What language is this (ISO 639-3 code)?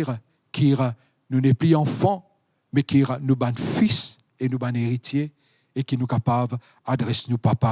mfe